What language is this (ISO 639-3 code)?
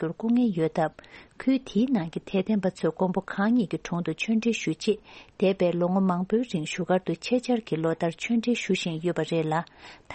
bod